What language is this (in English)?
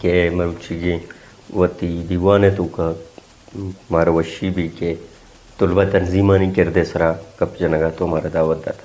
Brahui